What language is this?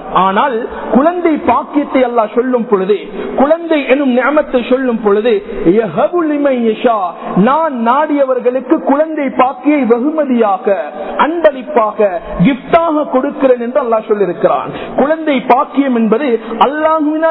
Tamil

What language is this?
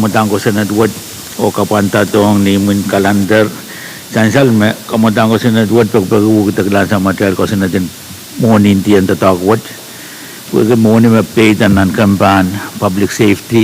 Pohnpeian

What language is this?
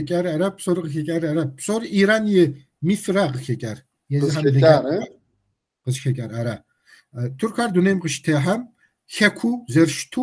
Kabardian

